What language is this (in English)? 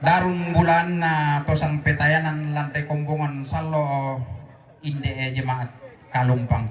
Toraja-Sa'dan